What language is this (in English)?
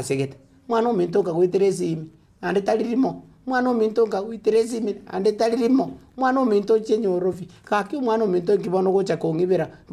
Gusii